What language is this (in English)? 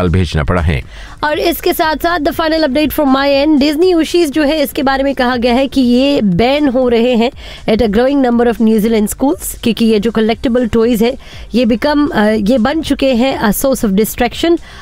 Hindi